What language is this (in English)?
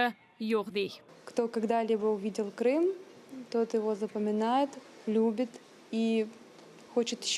Crimean Tatar